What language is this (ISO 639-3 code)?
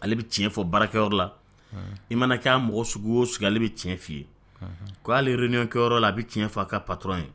dyu